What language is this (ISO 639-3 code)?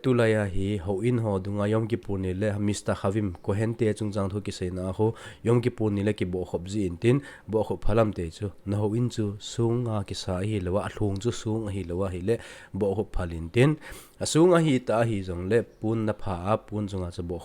tcz